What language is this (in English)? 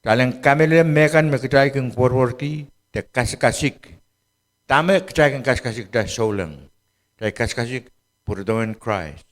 Pohnpeian